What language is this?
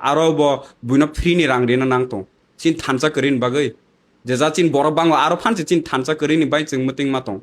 Kok Borok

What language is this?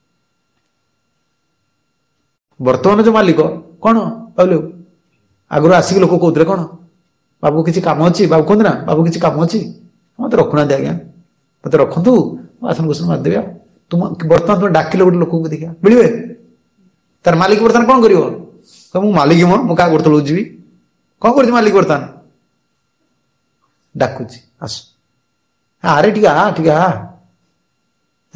Odia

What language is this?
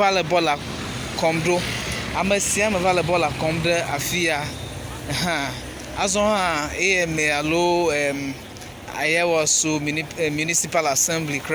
Ewe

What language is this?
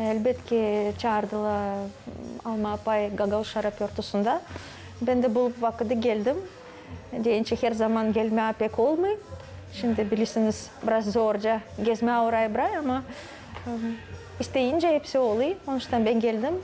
Gagauz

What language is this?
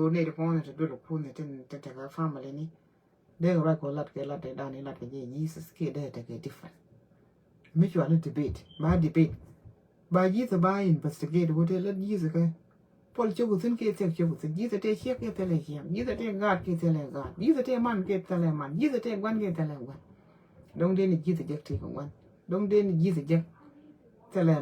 Nuer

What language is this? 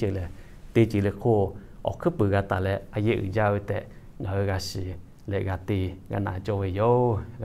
Lahu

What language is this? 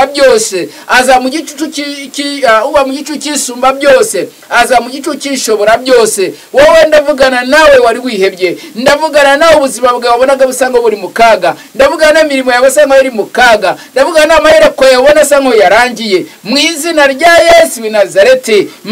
Kinyarwanda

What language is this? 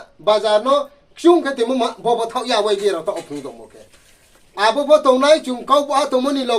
Riang (India)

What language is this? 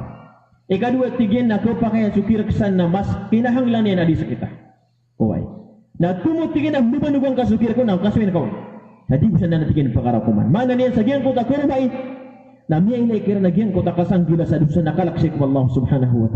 Maranao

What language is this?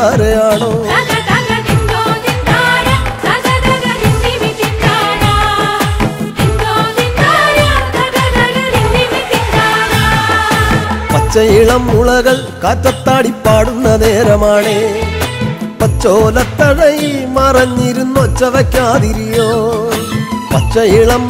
Malayalam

